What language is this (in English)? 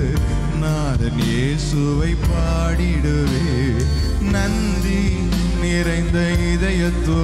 Tamil